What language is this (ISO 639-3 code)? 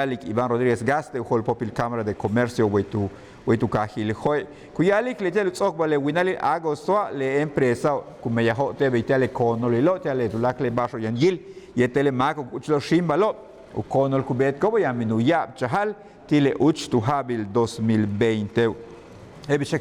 yua